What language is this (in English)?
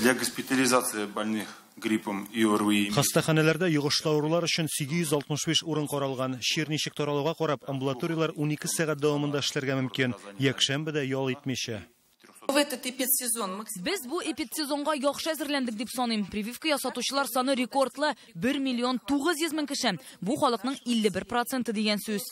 Tatar